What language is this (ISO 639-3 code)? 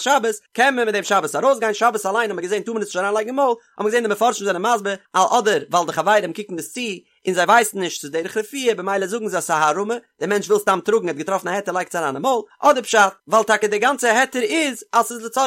yid